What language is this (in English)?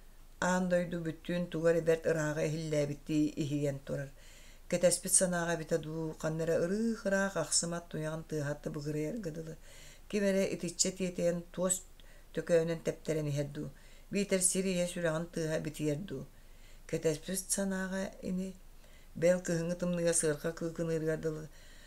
Yakut